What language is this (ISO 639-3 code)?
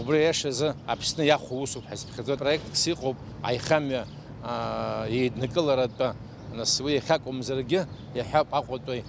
abk